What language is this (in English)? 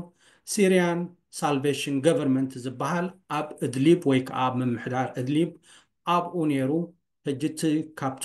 Tigrinya